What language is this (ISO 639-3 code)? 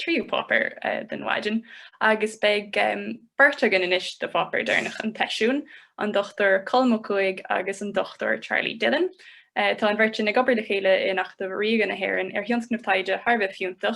gle